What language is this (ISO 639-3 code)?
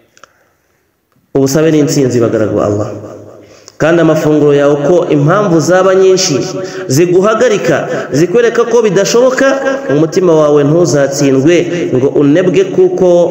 kin